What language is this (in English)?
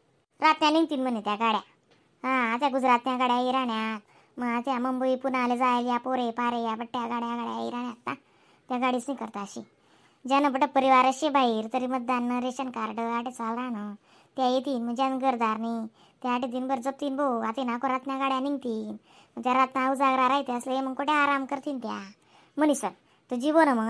Khandesi